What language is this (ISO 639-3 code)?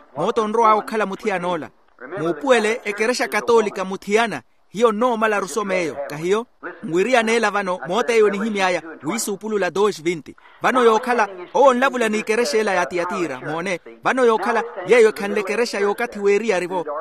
vmw